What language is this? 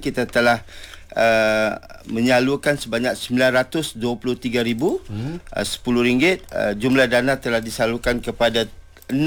Malay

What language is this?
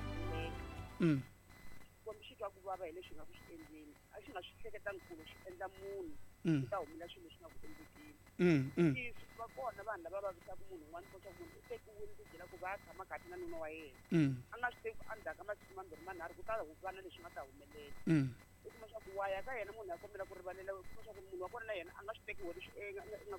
Tsonga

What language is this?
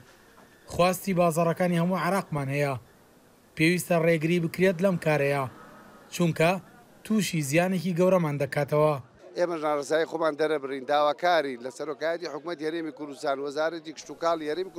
Central Kurdish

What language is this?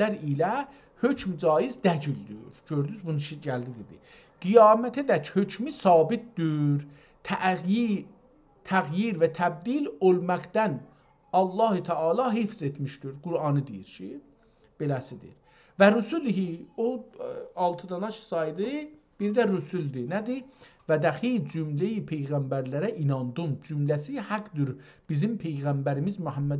South Azerbaijani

